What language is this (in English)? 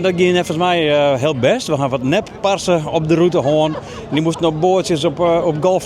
Western Frisian